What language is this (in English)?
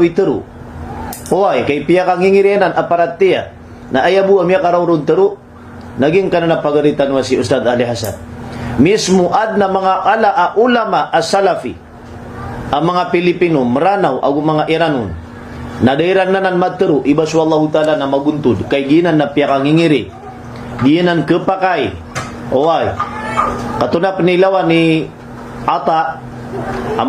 Maranao